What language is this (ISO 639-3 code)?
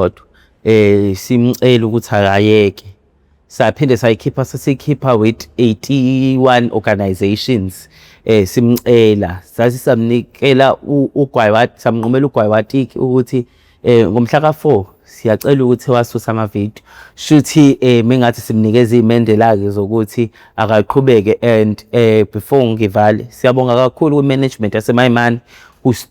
zul